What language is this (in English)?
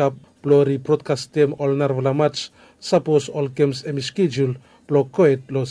Bislama